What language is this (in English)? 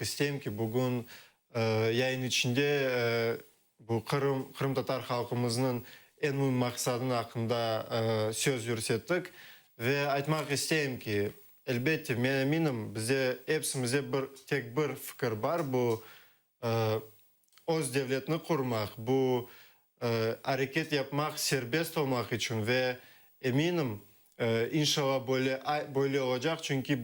Crimean Tatar